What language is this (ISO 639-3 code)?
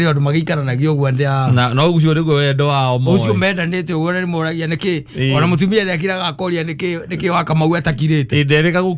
kik